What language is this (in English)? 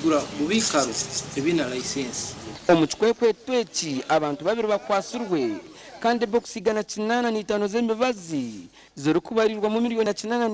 Nyankole